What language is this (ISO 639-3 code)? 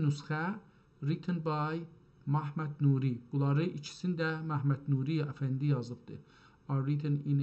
azb